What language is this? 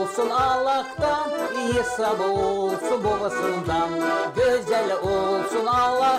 Gagauz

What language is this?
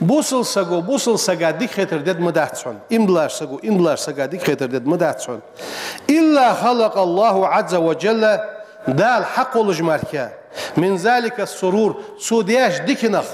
Ingush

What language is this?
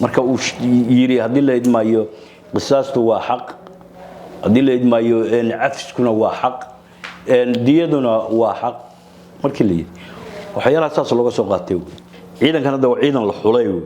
Somali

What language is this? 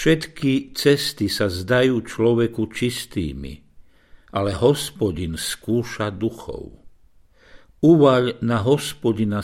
Slovak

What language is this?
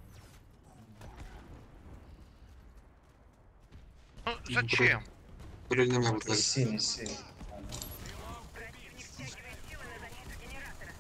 Russian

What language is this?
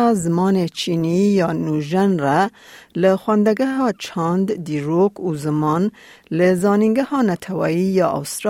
Kurdish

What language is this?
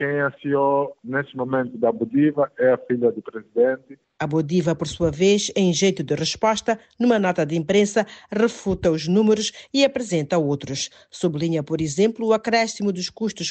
Portuguese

